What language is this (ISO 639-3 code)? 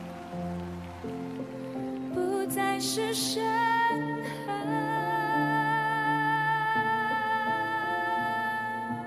zho